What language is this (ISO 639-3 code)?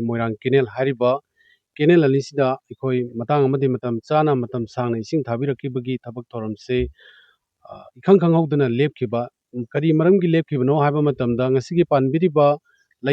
mni